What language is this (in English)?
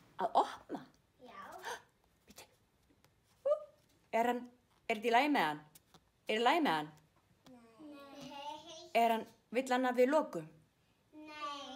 Icelandic